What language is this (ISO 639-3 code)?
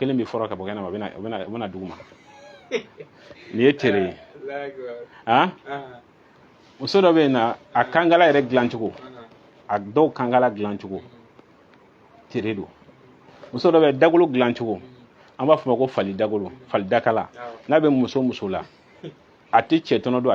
bam